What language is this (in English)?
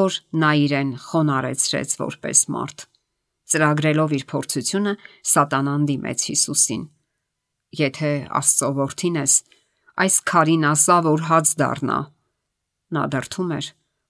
Armenian